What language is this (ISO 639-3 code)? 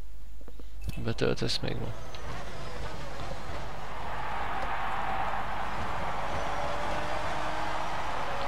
hun